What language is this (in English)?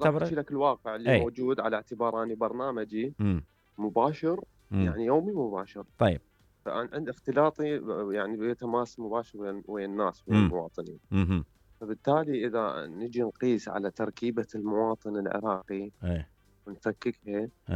Mesopotamian Arabic